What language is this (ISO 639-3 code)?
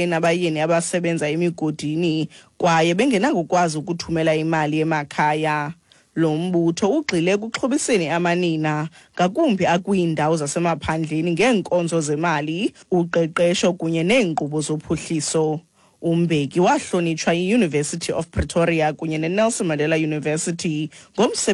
xho